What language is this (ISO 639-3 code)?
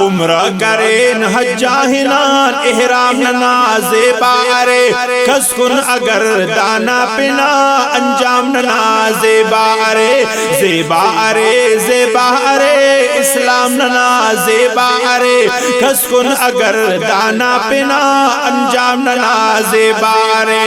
brh